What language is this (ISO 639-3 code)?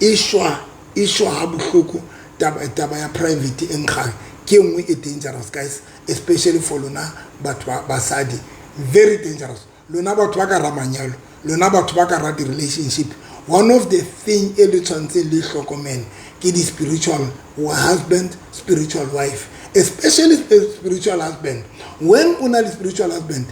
sot